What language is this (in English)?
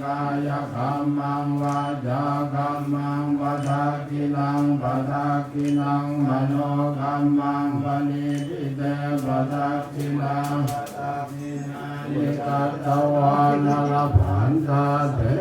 Pali